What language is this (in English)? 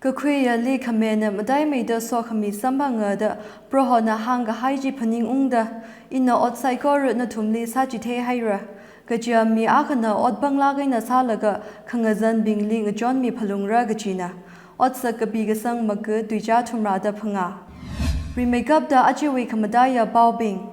Tangkhul Naga (India)